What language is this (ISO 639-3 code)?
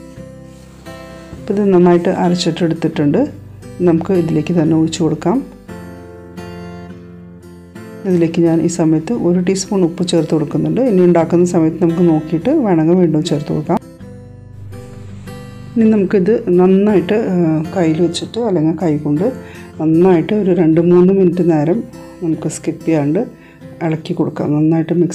mal